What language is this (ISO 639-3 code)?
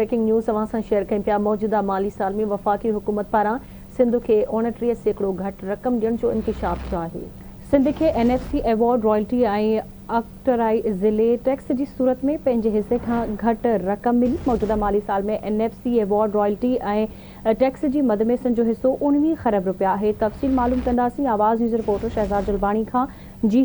snd